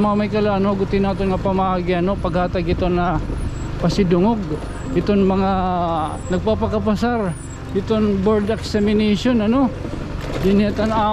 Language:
Waray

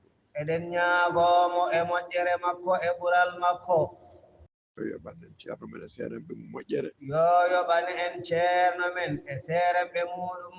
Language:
Fula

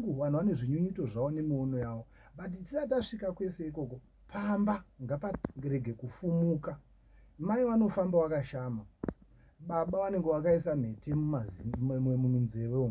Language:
Shona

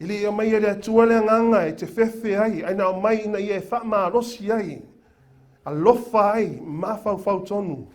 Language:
Samoan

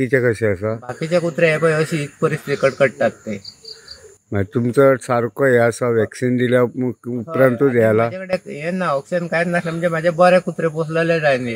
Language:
Konkani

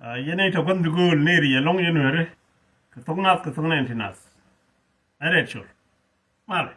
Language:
Nuer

